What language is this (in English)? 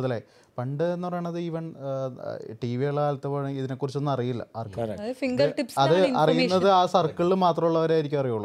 Malayalam